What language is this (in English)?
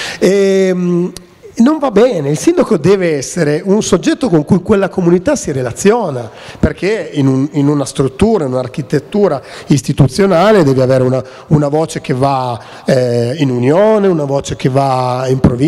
Italian